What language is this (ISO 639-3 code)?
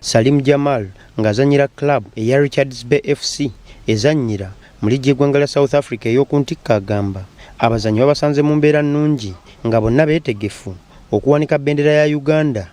lug